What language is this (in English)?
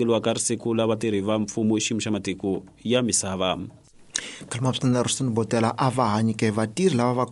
Tsonga